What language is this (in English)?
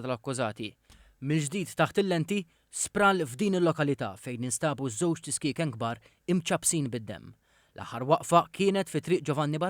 Maltese